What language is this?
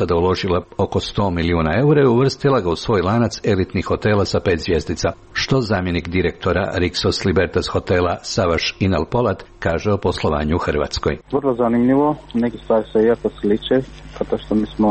Croatian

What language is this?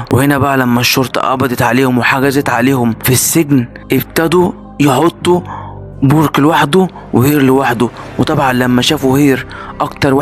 Egyptian Arabic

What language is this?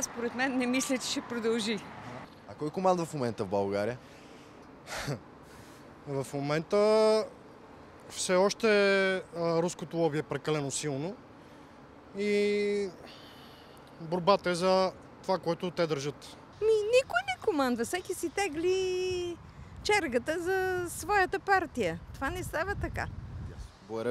Bulgarian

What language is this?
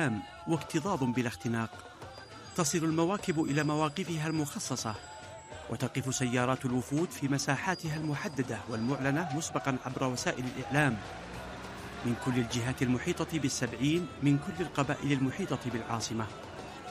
Arabic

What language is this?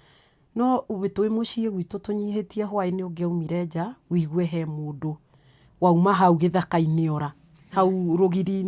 Kikuyu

